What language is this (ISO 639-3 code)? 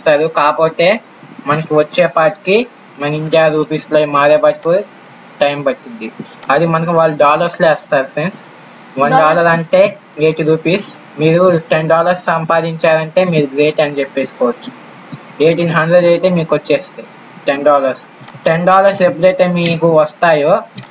tel